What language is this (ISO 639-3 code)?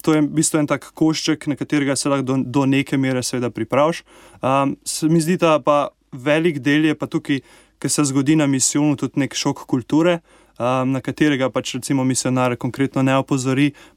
slv